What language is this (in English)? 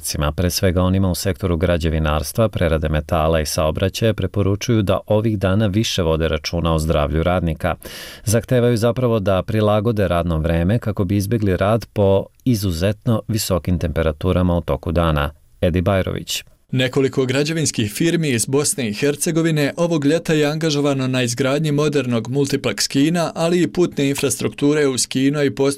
Bosnian